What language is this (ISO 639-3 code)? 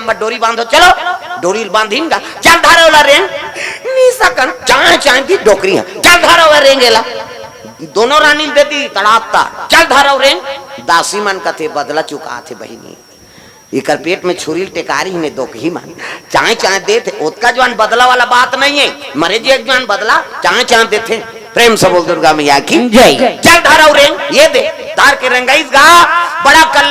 hne